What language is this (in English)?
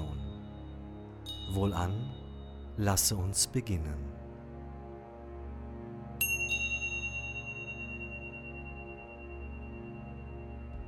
German